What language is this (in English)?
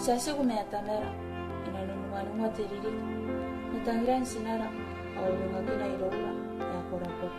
Gilbertese